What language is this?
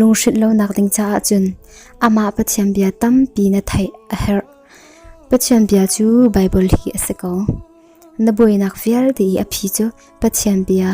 Hakha Chin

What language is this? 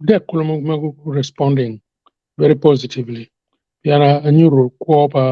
Acoli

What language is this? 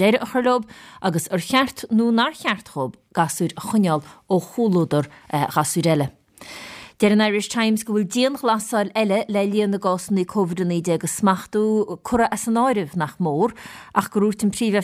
Irish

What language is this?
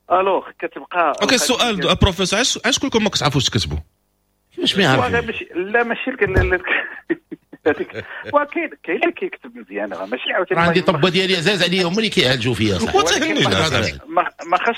Moroccan Arabic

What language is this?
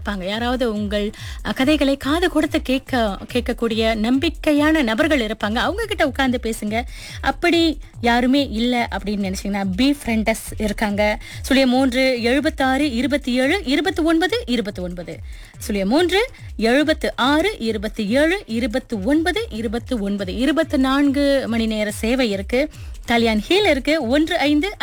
Tamil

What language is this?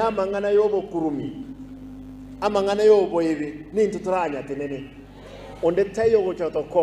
Gusii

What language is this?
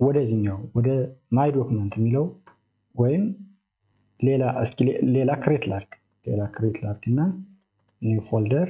Amharic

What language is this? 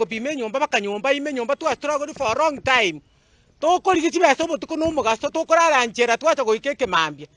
Gusii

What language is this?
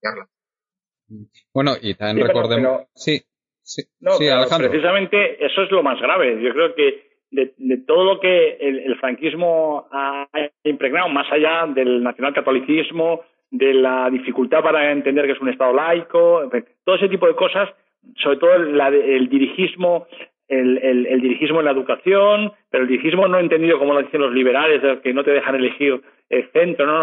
Spanish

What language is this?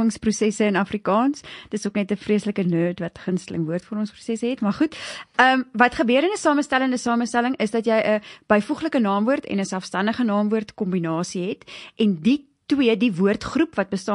Afrikaans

